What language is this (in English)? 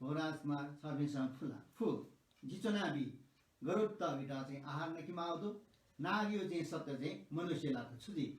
Newari